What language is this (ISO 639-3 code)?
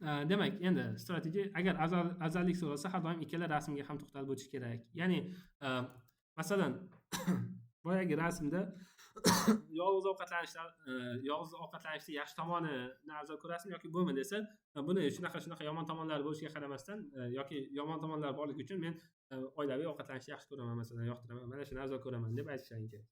uzb